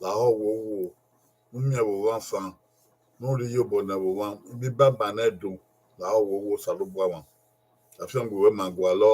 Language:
Bini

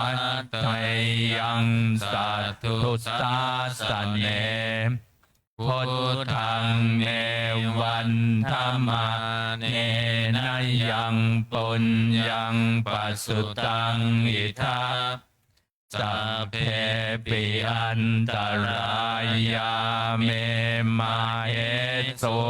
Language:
Pali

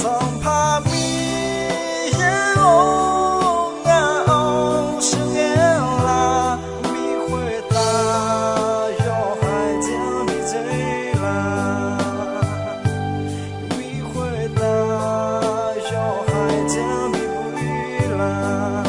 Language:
Akha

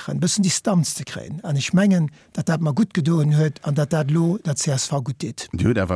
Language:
Luxembourgish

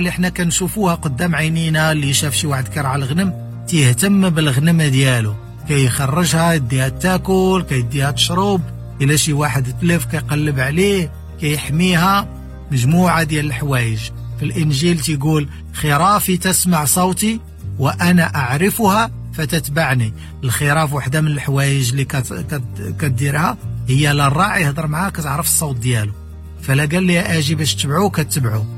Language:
Moroccan Arabic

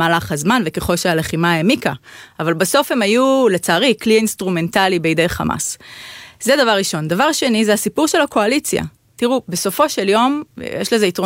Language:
Hebrew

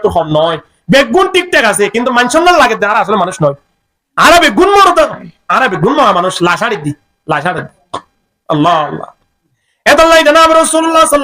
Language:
Rohingya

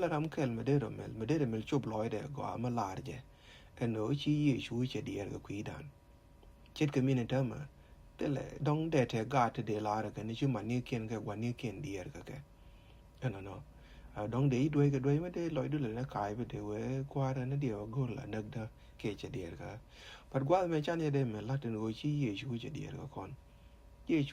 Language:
Nuer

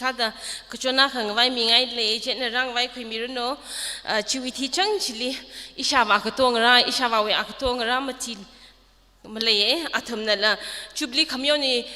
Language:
Tangkhul Naga (India)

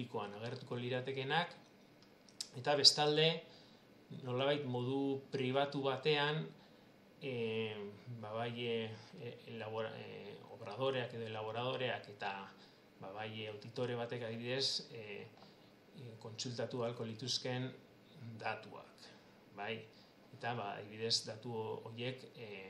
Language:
Basque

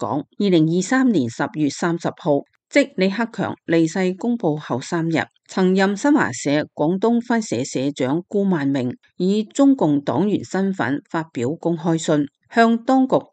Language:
Cantonese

